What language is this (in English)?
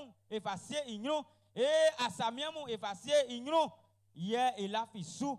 Baoulé